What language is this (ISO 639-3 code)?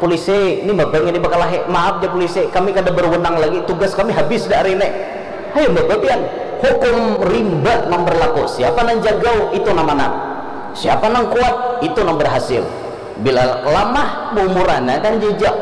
bjn